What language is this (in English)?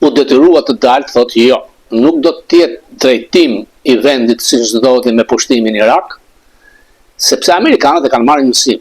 Albanian